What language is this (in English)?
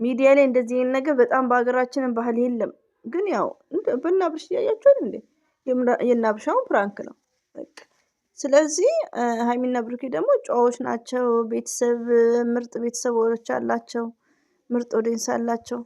Amharic